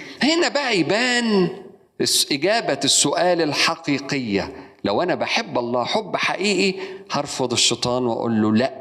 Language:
Egyptian Arabic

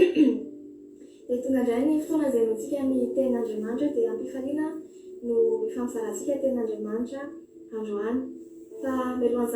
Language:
Malagasy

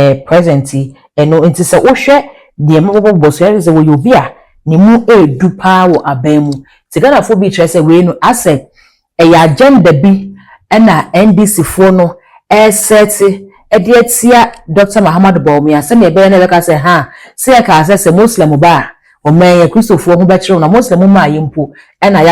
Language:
Akan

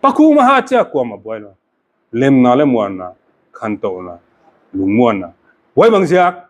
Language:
Paite Chin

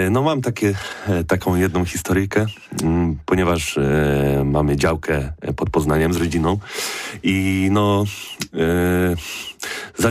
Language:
Polish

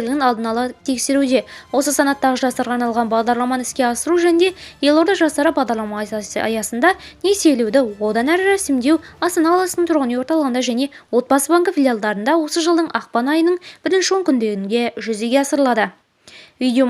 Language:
Kazakh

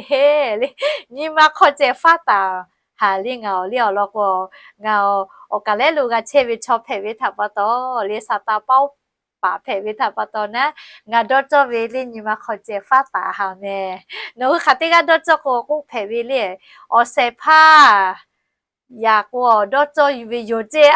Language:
Lahu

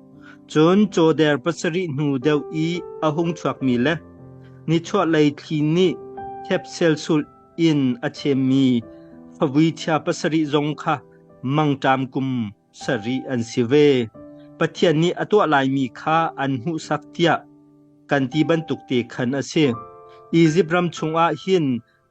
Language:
Hakha Chin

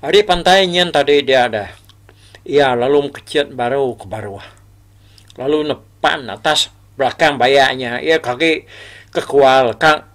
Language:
Iban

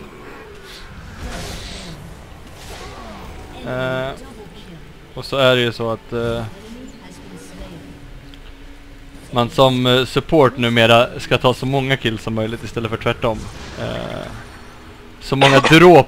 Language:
Swedish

